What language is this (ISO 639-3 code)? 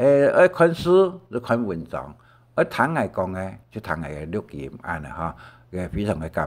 hak